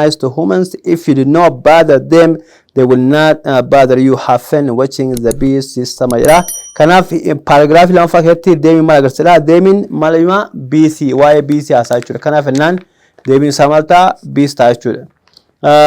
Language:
Oromo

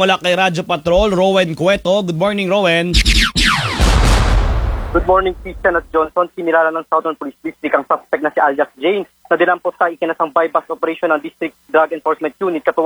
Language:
Filipino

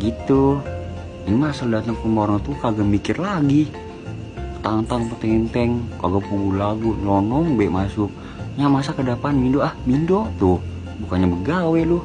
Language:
Betawi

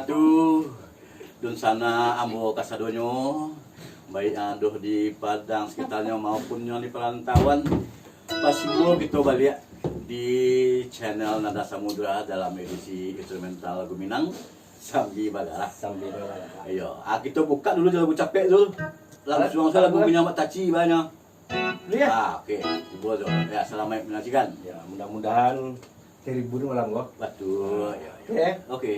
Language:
Minangkabau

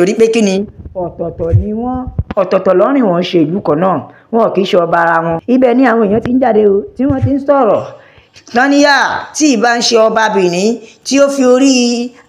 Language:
Yoruba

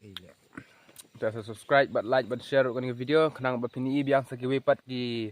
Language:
Khasi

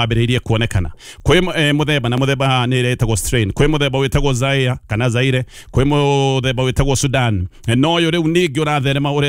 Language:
Kikuyu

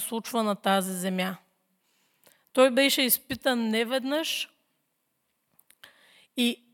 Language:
Bulgarian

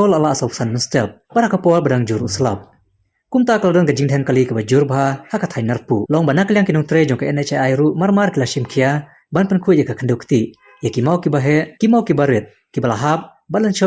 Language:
Khasi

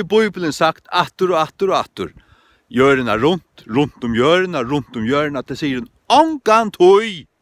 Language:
Faroese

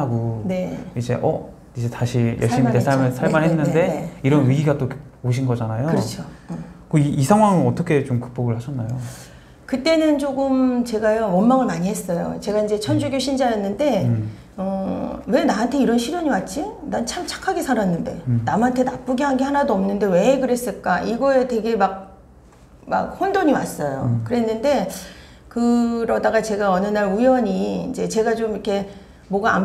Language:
Korean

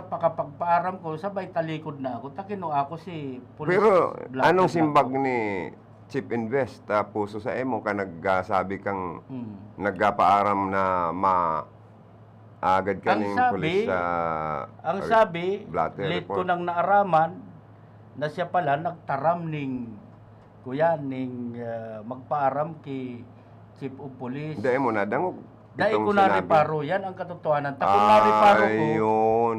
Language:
Bikol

